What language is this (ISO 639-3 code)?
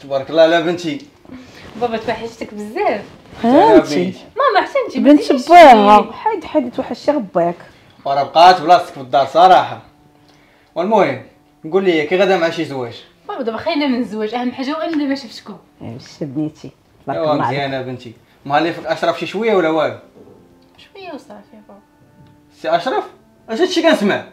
ary